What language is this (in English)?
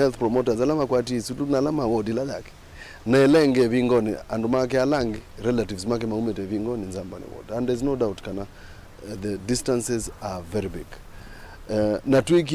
Kamba